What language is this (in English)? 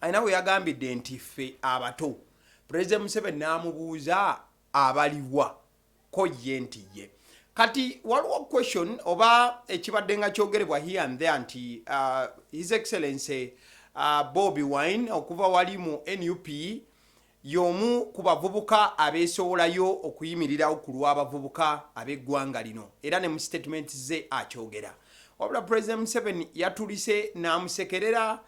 Ganda